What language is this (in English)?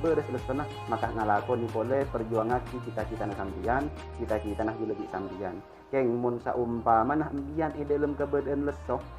Madurese